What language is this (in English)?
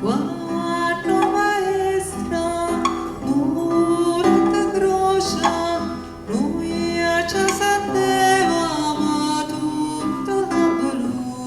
Neapolitan